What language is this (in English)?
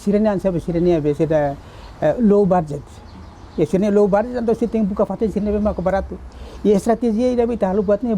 Tetum